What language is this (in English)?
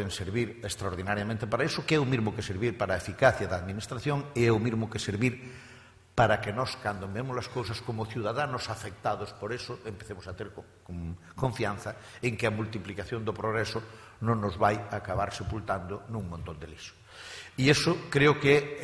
Galician